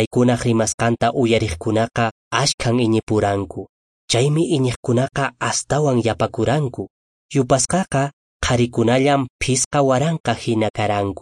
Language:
Quechua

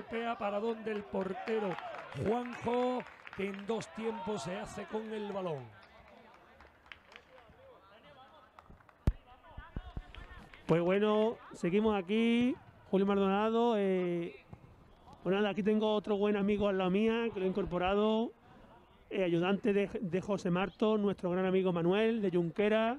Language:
Spanish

